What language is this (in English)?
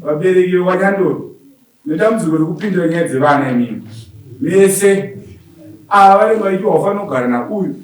Shona